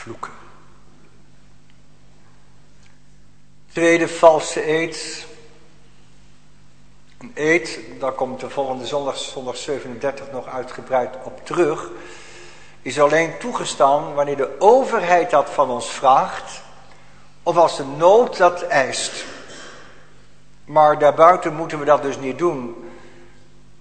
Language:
Dutch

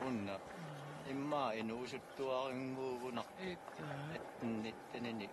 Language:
Kalaallisut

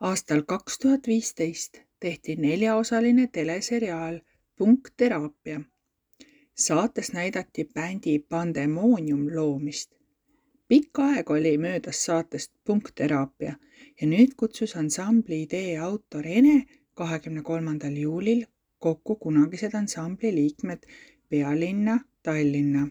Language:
Estonian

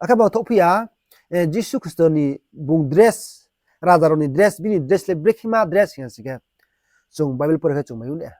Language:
Riang (India)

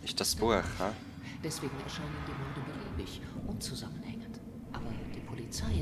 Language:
Swiss German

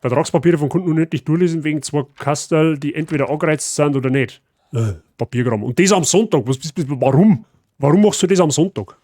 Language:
Bavarian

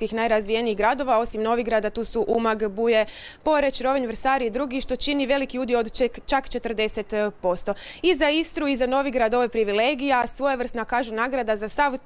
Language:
Croatian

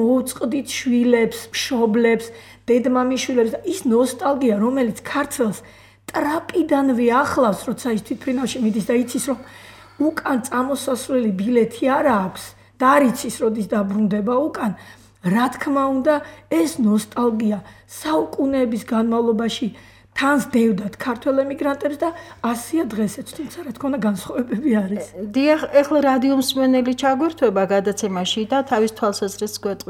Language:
Georgian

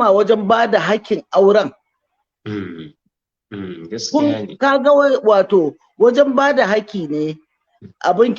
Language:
Hausa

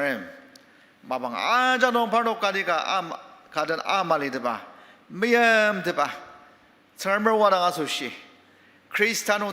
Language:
Ao Naga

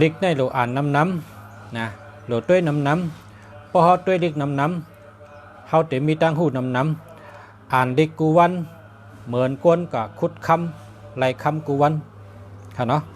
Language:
Shan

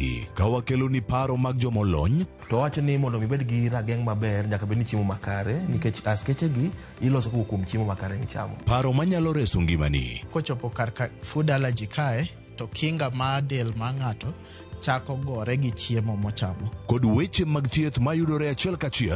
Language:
Luo (Kenya and Tanzania)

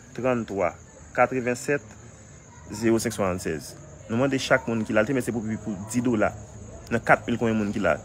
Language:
Haitian Creole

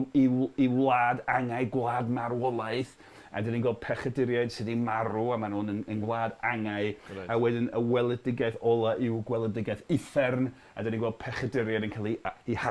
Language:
Welsh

